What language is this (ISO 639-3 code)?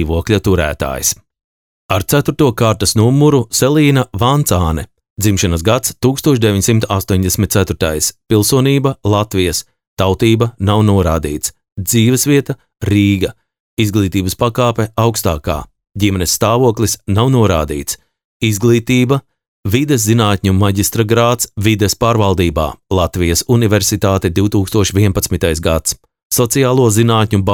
lav